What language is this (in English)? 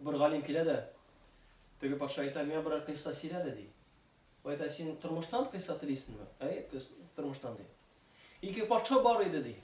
Tatar